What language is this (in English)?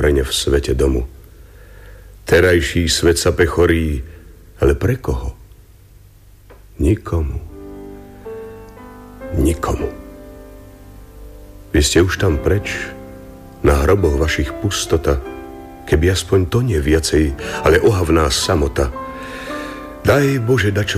Slovak